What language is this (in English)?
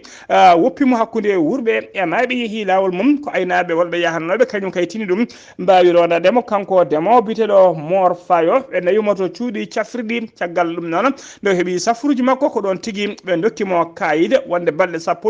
Fula